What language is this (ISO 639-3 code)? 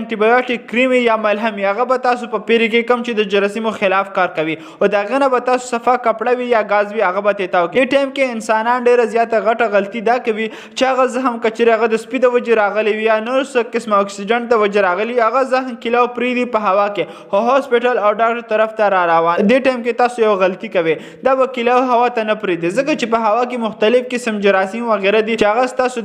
pus